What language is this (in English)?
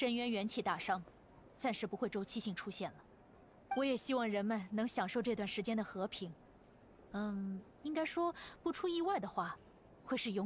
Chinese